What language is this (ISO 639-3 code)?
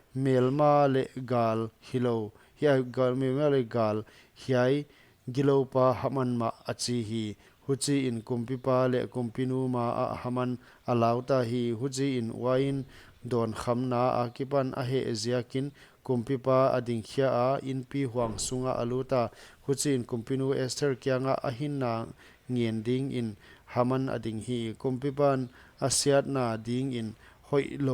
pck